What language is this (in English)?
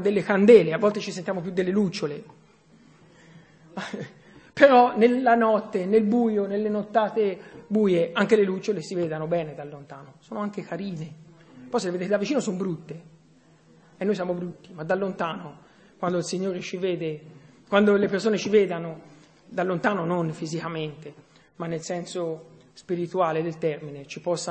Italian